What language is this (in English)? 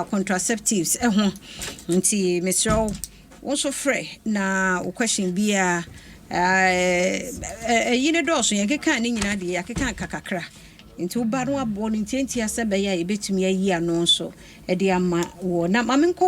Akan